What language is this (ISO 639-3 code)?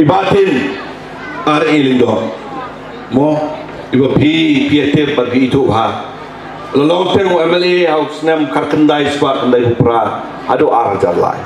kha